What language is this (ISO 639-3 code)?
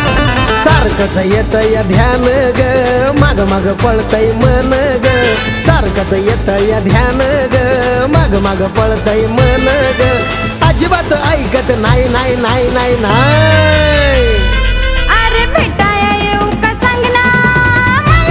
mar